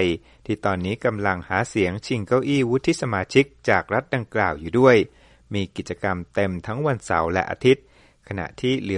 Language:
Thai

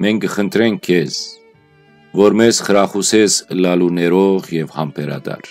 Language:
Western Armenian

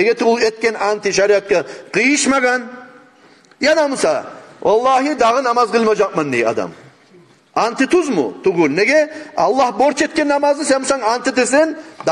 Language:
Kumyk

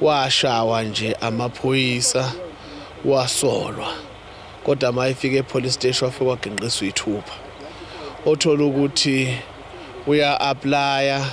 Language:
Zulu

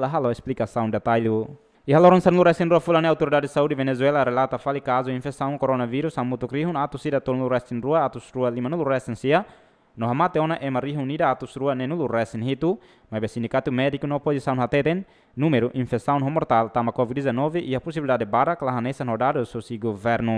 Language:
Tetum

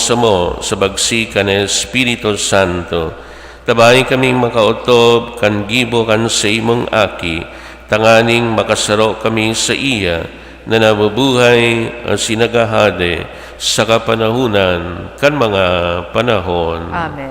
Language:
Bikol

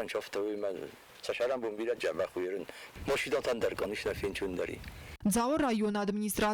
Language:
Ossetic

